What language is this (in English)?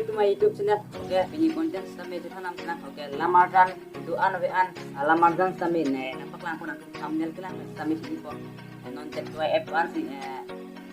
Karbi